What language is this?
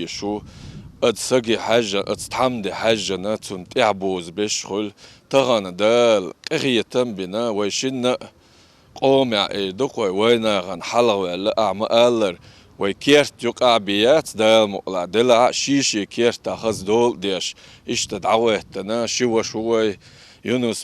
Ingush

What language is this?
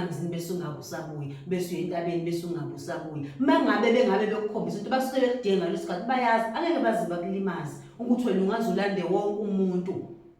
Zulu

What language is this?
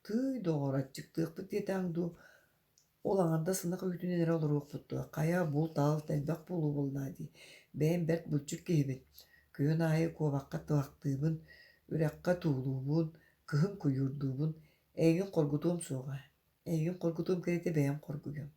Yakut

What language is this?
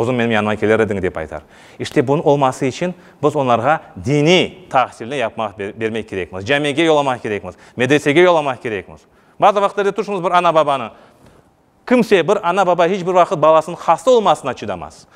Crimean Tatar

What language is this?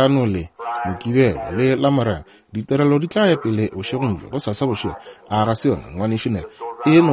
Northern Sotho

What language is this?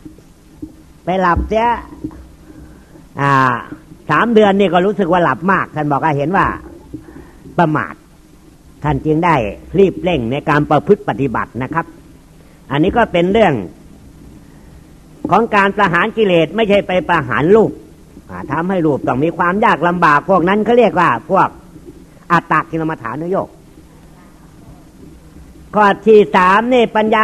Thai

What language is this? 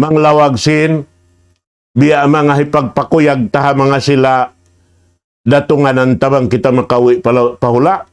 Tausug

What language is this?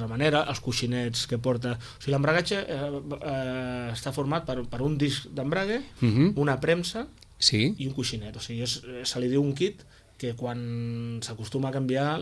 Catalan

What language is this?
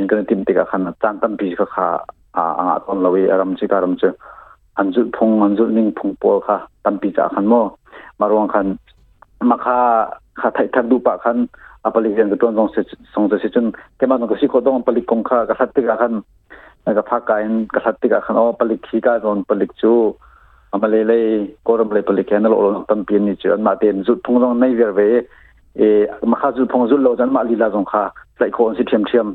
Hakha Chin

